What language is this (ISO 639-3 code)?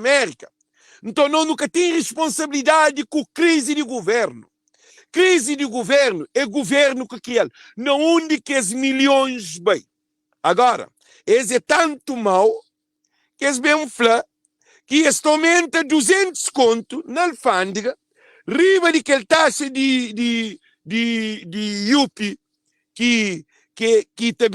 kea